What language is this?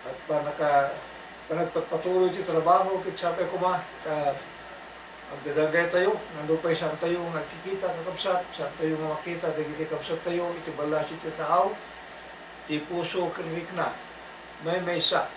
Iloko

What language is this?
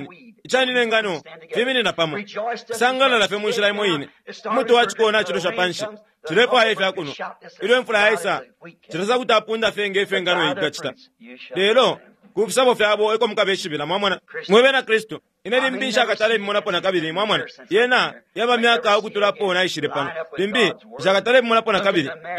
Bemba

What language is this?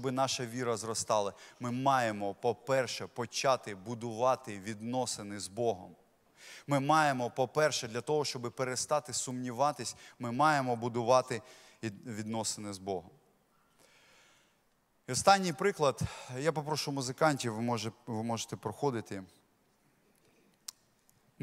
Ukrainian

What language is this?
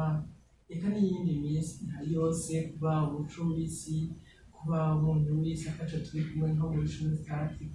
Rundi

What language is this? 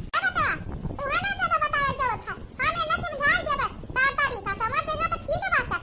Awadhi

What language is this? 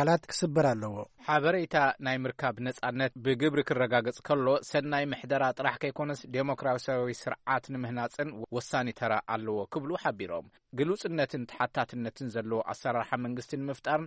Tigrinya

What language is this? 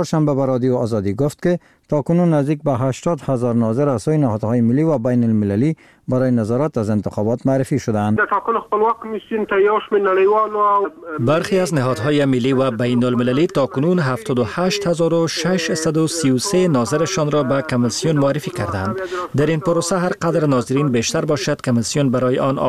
Persian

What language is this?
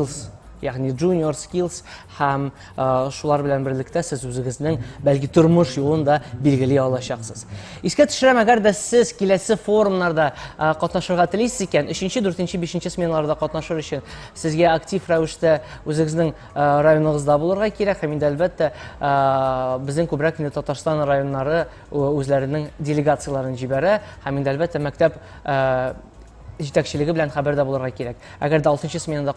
Tatar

